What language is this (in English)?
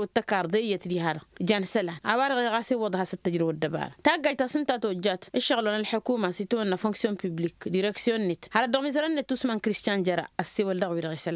Tamasheq